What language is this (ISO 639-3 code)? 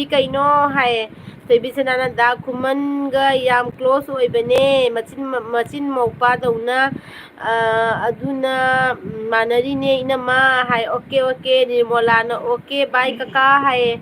mni